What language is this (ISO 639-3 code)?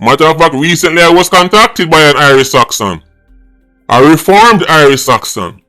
jam